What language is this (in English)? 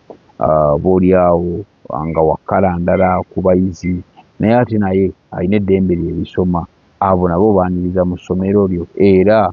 Ganda